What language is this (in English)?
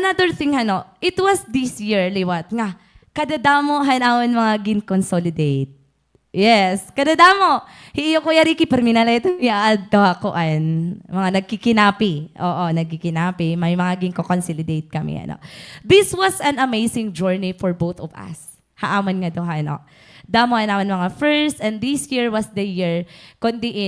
Waray